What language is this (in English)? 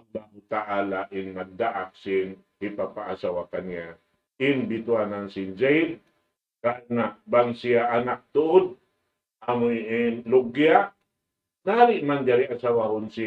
Tausug